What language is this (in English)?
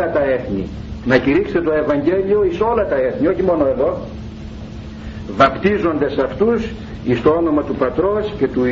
Greek